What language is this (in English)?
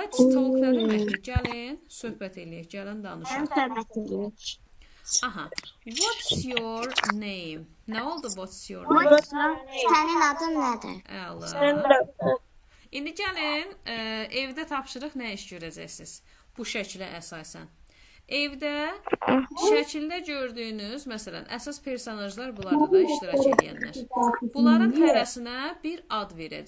Azerbaijani